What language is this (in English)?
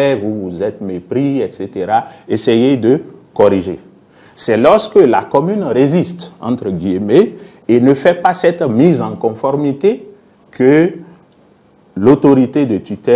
French